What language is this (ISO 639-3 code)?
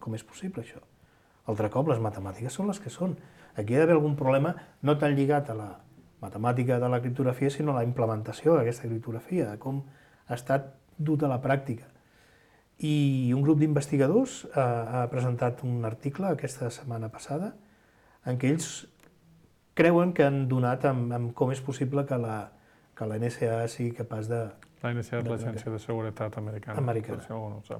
cat